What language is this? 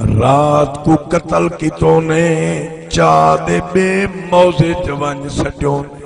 Saraiki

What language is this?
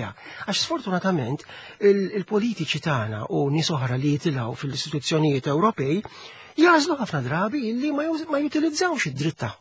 Maltese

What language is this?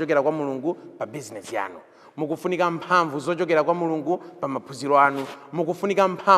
Nyanja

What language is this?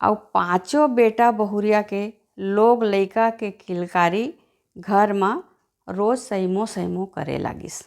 Chhattisgarhi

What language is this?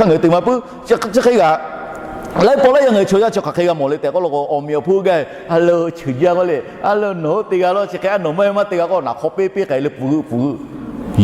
Lahu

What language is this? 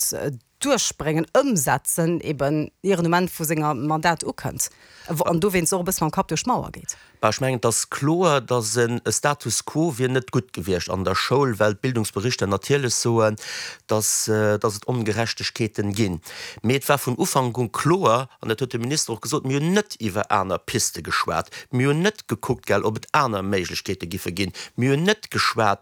Luxembourgish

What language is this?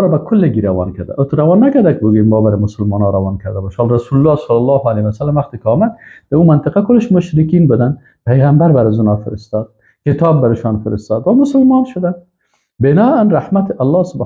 Persian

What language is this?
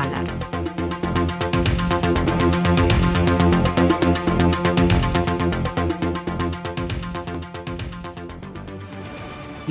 Turkish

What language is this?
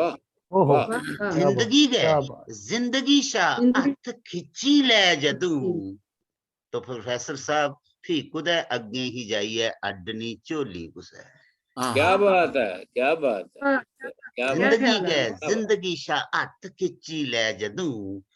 Dogri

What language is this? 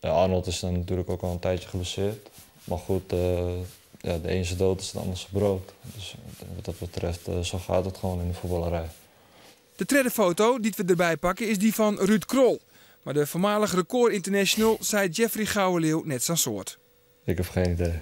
Western Frisian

